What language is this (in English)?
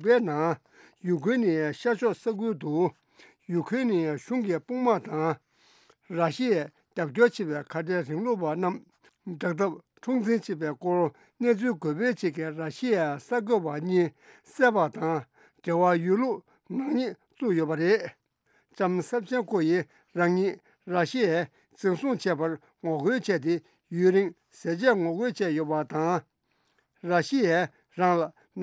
Tibetan